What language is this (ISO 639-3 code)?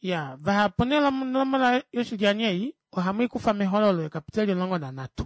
kua